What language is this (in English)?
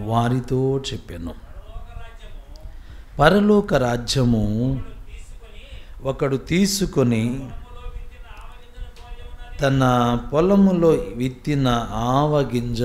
Telugu